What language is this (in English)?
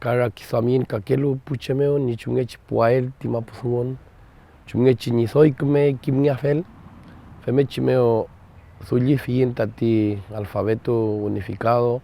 Mapuche